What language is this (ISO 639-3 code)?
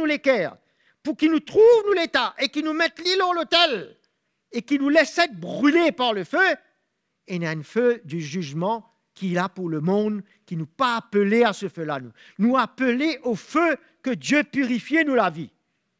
mfe